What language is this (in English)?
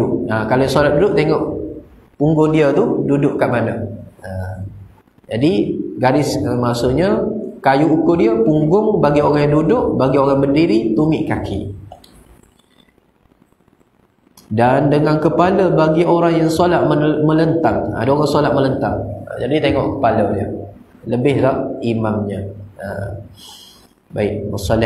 Malay